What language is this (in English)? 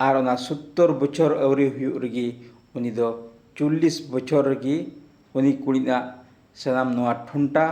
Santali